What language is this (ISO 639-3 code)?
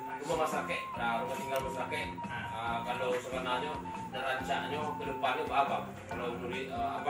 min